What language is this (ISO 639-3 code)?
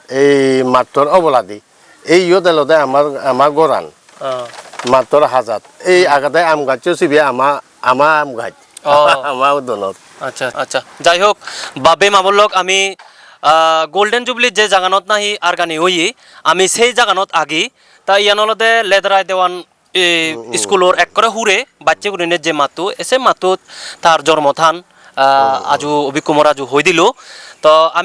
ccp